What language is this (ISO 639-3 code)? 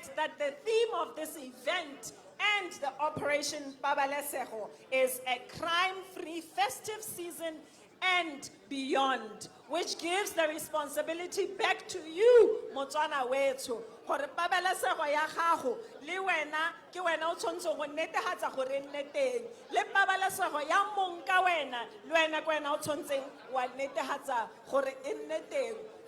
tsn